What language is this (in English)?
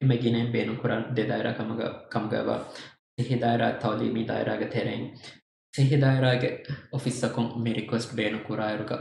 Divehi